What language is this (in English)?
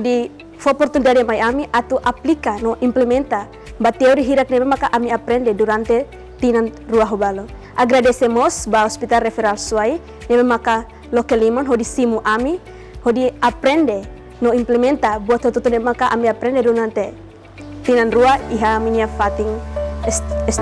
Tetum